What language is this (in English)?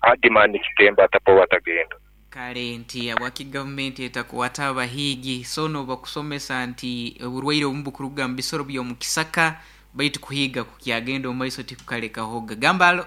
Nyoro